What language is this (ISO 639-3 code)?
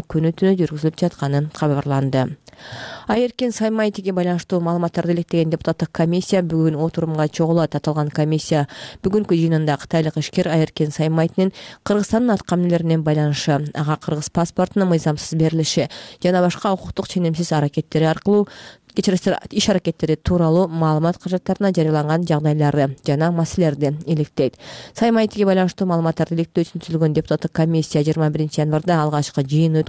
kir